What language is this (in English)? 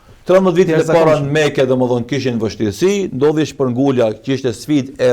Albanian